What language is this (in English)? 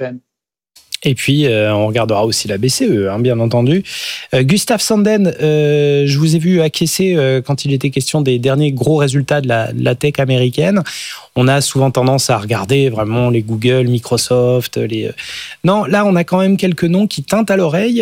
French